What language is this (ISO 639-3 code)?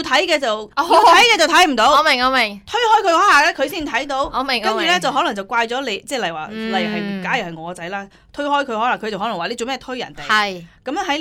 yue